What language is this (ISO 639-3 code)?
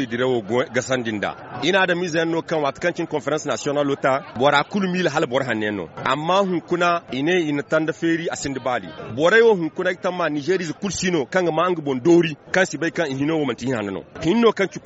dje